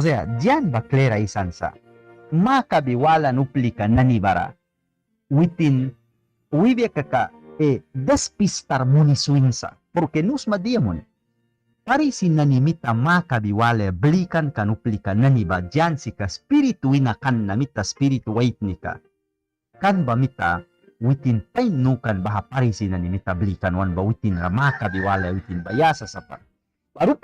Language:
Mískito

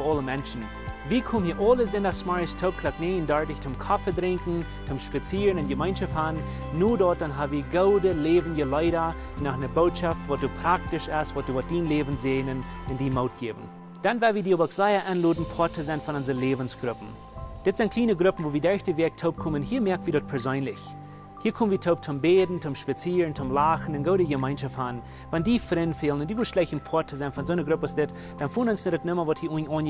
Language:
Plautdietsch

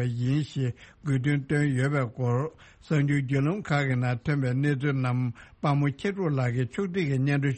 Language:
Tibetan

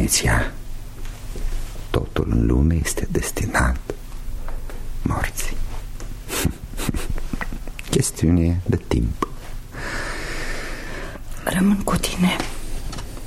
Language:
Romanian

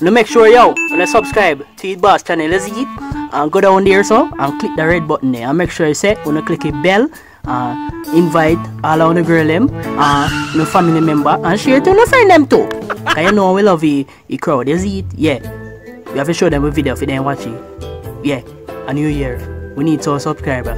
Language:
Jamaican Creole English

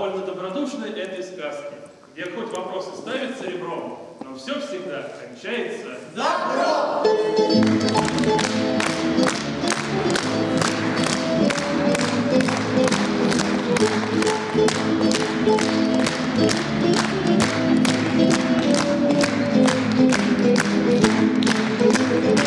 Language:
Russian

